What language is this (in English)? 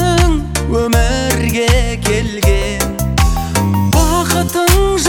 Kazakh